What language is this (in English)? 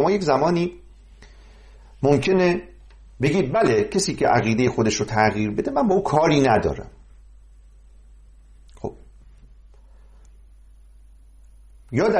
Persian